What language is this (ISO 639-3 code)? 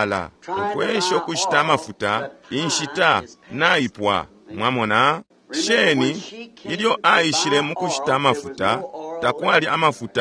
bem